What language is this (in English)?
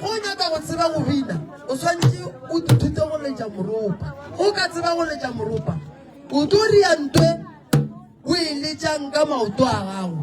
Northern Sotho